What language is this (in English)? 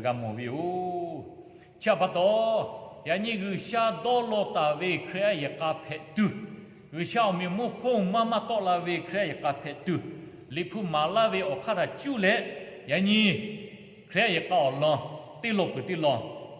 Lahu